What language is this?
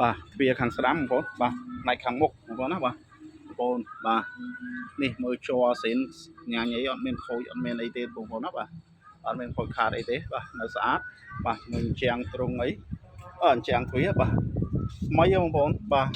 Khmer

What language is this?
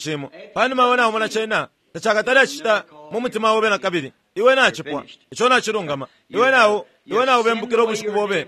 Bemba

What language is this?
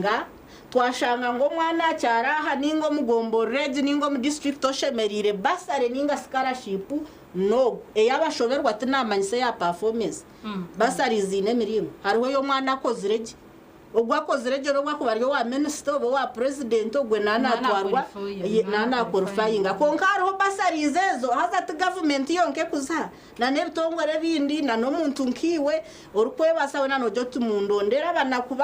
Nyankole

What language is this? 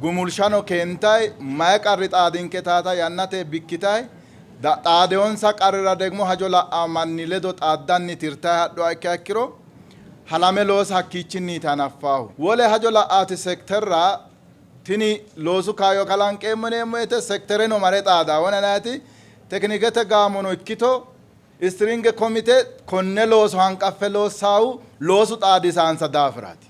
Sidamo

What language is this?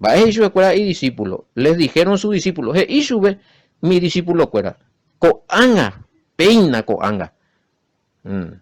Guarani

